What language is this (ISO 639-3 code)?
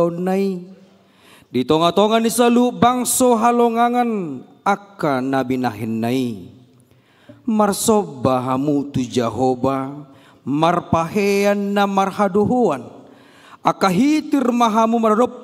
bbc